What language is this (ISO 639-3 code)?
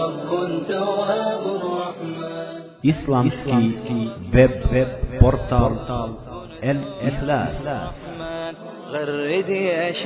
bos